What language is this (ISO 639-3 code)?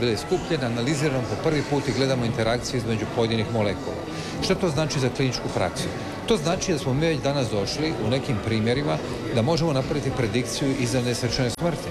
hrv